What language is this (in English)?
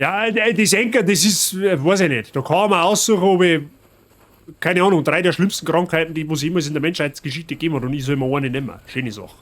Bavarian